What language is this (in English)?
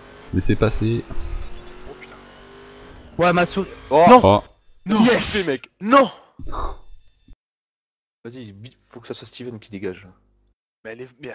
French